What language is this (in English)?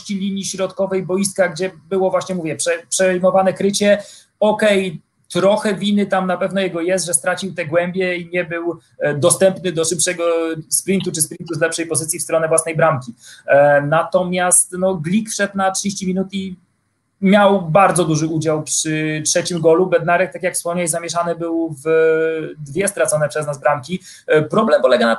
Polish